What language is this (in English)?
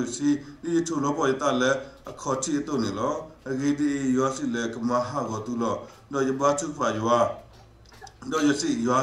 S'gaw Karen